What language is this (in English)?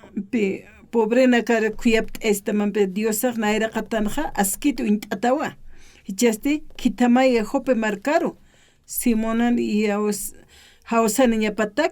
Aymara